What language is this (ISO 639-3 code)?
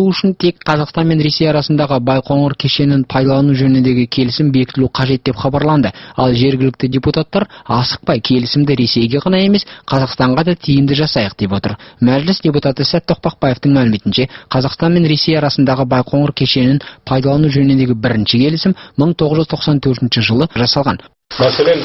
kaz